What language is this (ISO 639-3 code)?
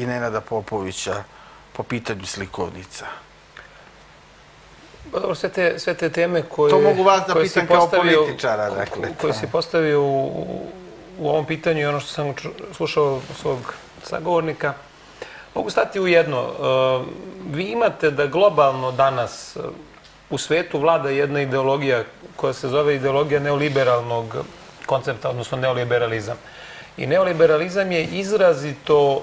srp